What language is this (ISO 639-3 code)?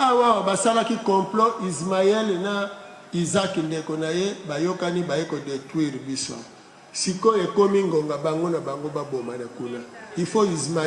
lin